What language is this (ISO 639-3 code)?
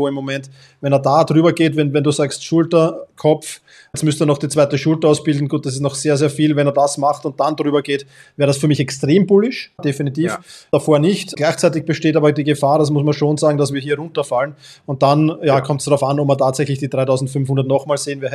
deu